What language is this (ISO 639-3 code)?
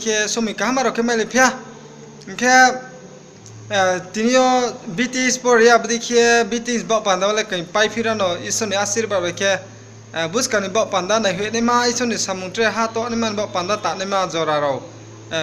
ria